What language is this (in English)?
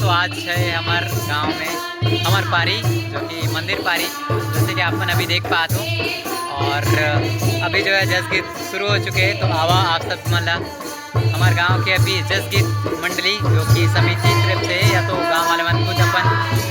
Chhattisgarhi